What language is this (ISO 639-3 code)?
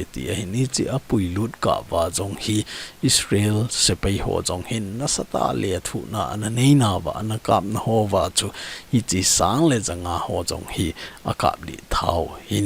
tcz